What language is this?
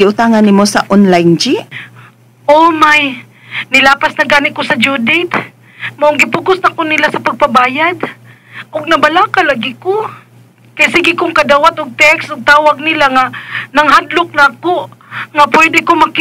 Cebuano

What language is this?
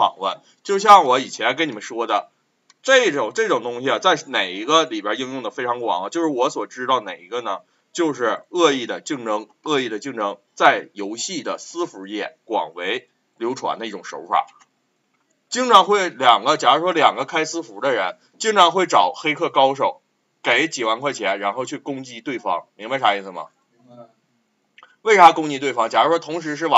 Chinese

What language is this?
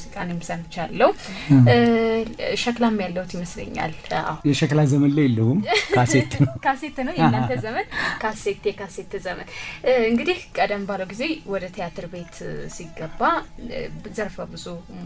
Amharic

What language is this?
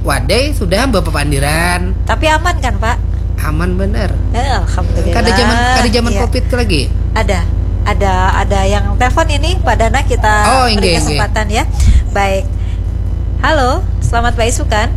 Banjar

